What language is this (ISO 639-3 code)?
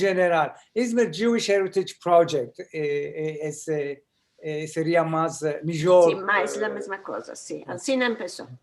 lad